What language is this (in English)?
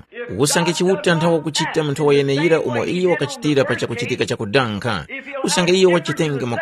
Tumbuka